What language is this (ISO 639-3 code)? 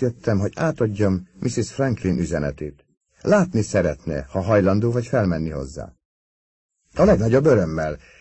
hun